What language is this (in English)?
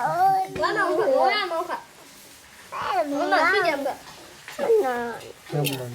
Manipuri